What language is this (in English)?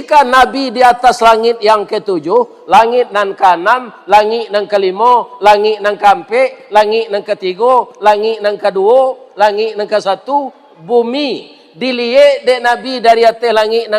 Minangkabau